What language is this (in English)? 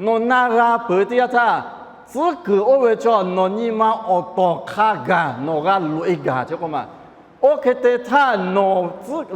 Lahu